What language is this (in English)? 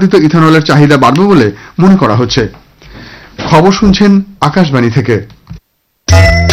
Bangla